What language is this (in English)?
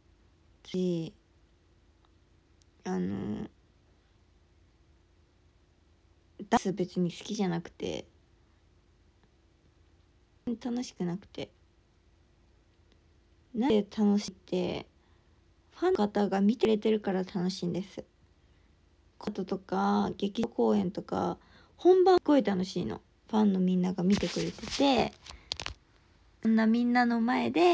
Japanese